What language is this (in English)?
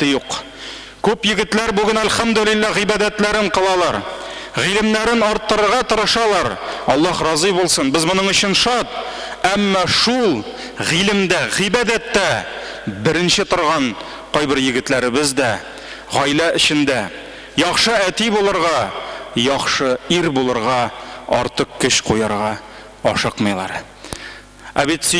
Tatar